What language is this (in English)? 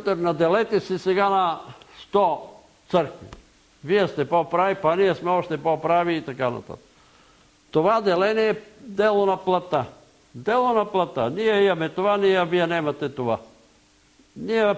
Bulgarian